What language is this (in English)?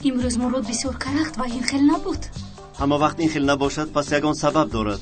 Tajik